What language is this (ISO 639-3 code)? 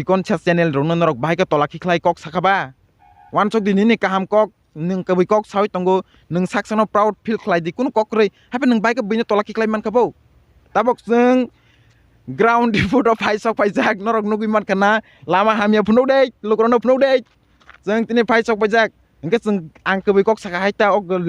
trp